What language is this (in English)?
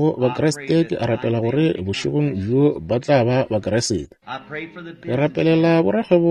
Northern Sotho